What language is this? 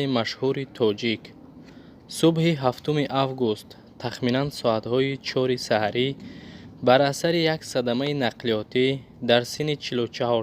Tajik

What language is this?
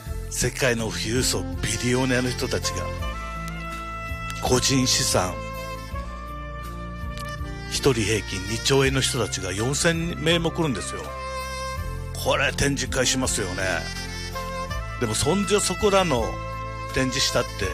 Japanese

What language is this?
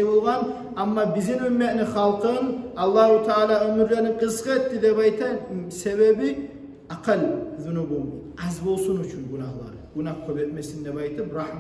Kumyk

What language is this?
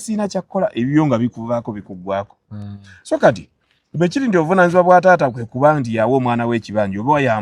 Ganda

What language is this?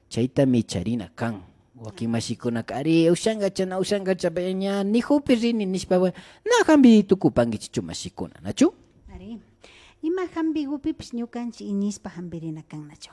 Imbabura Highland Quichua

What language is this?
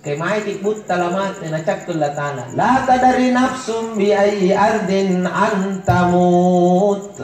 Makasar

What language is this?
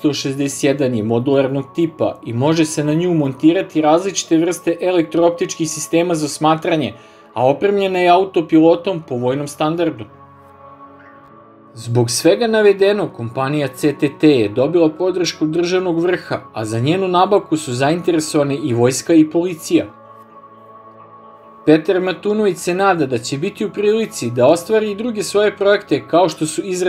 Serbian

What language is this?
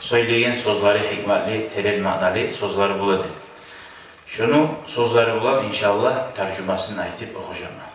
Kumyk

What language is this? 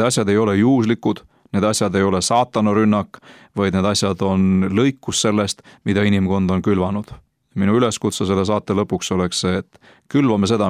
Estonian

